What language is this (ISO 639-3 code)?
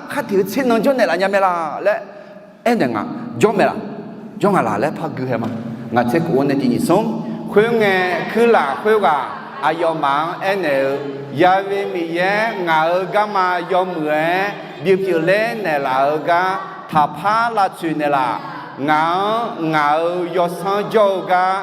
ahk